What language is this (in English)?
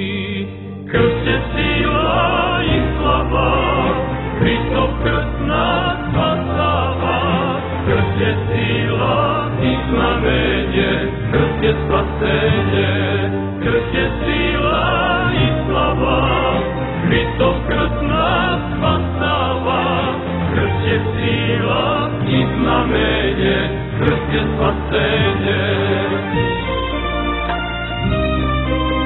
Serbian